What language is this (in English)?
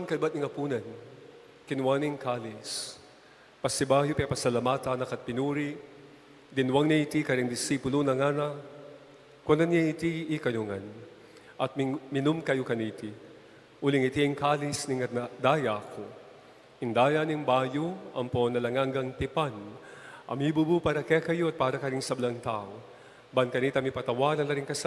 Pampanga